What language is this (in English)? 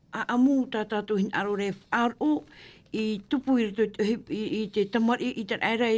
Tahitian